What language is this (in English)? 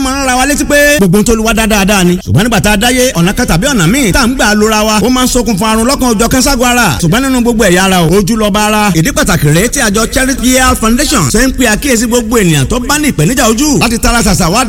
Yoruba